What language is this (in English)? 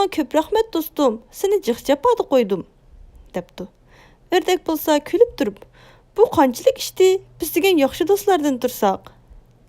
Uyghur